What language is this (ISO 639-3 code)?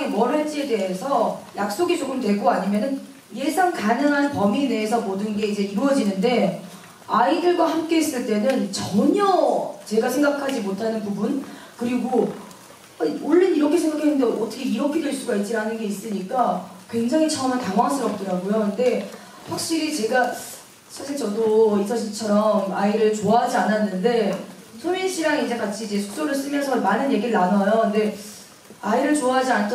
kor